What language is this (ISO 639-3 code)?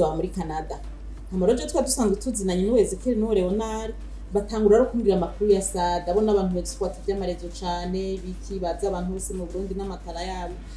run